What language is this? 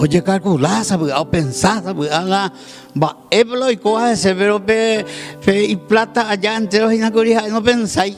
Guarani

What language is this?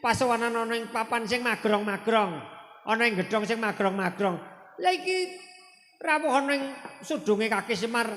Javanese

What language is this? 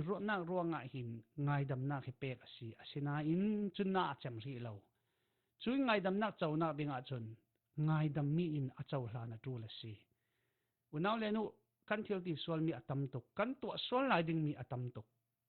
Falam Chin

